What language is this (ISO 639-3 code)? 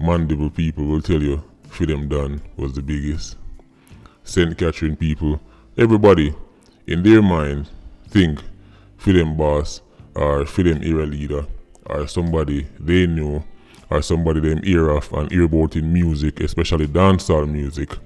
jam